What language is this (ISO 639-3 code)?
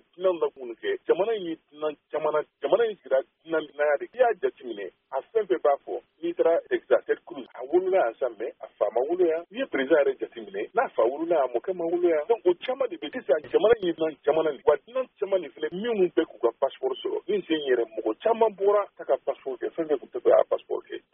bam